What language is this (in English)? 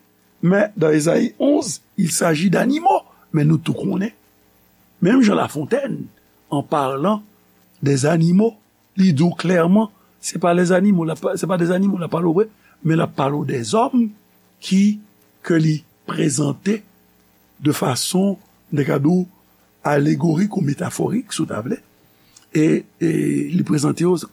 Haitian Creole